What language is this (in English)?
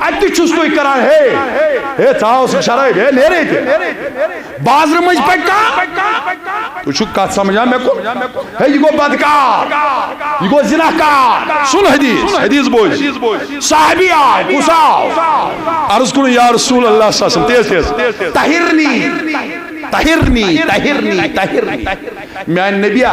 Kashmiri